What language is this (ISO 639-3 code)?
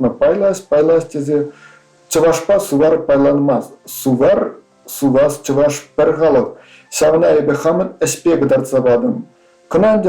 chv